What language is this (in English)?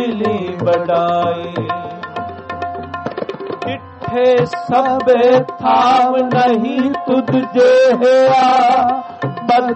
Punjabi